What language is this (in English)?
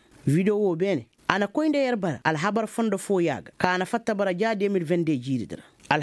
Koyraboro Senni